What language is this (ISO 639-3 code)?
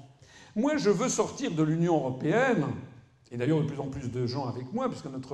fra